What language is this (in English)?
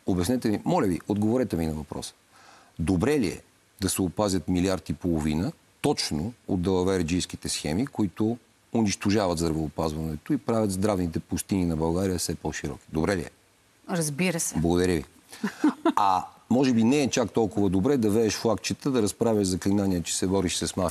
Bulgarian